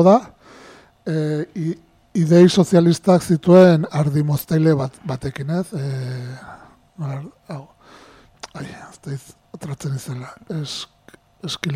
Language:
Basque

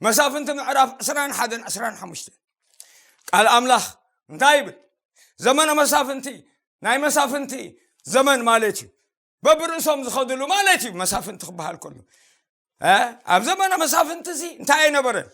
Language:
Tigrinya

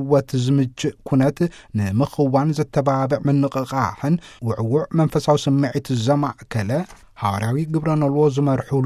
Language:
Tigrinya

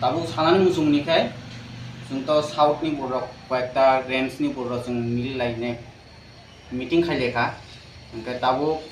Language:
Riang (India)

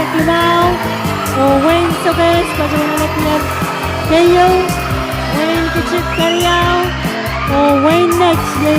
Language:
Pohnpeian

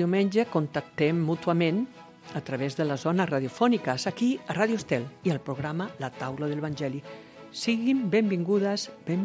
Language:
Catalan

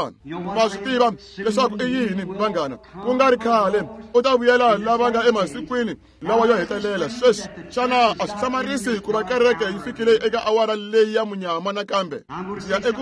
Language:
Tsonga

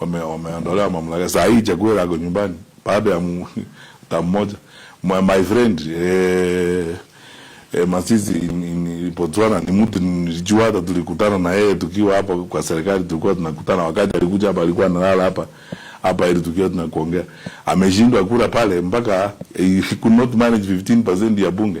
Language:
Swahili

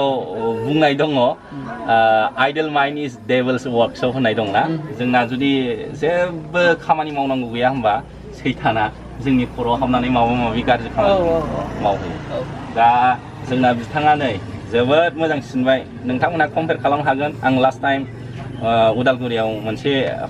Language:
Bodo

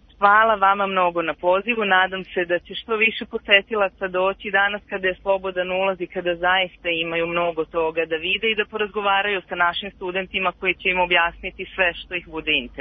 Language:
Serbian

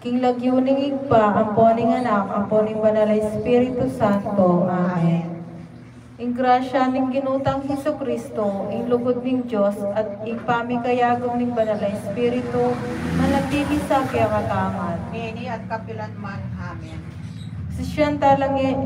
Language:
Pampanga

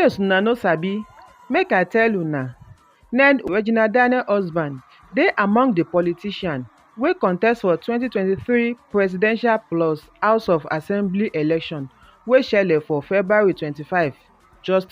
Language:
Nigerian Pidgin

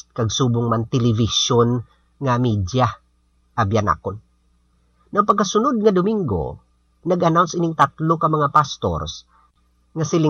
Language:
Hiligaynon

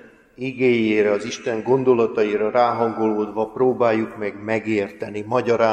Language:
Hungarian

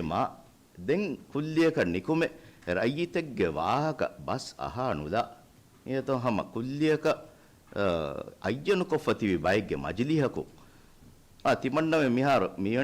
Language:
Divehi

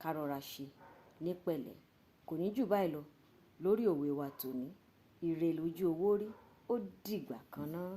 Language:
Yoruba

